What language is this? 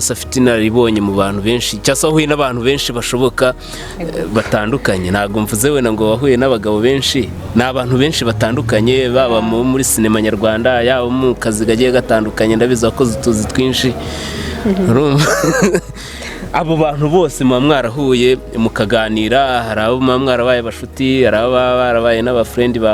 Kinyarwanda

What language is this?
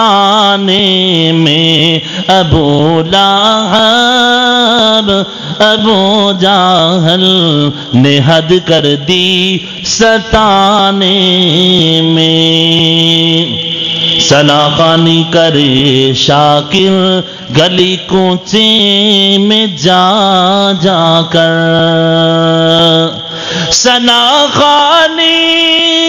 Urdu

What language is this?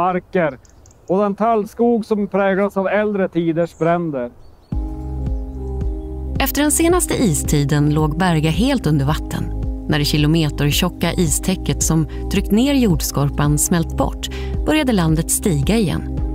Swedish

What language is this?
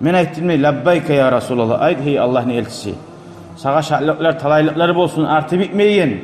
Kumyk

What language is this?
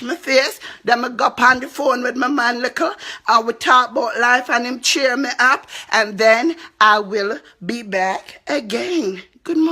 Jamaican Creole English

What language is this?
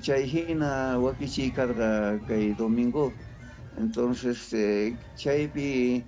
South Bolivian Quechua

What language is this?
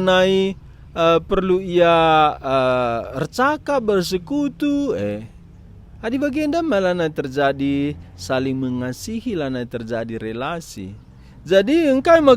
Batak Karo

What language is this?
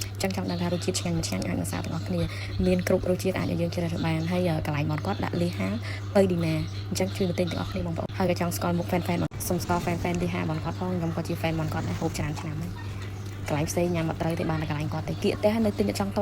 Khmer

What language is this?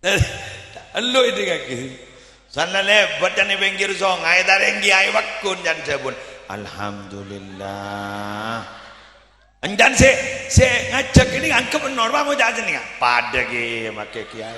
Madurese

